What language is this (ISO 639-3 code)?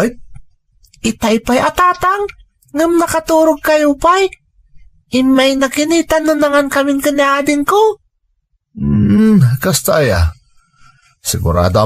ilo